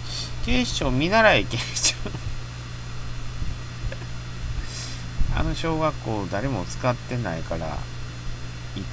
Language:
Japanese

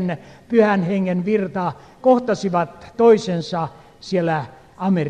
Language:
Finnish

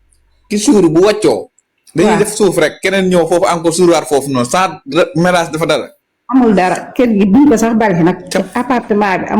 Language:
Wolof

